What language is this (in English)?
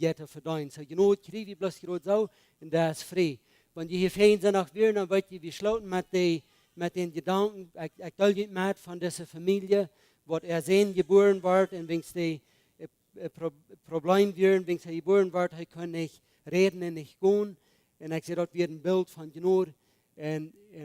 Plautdietsch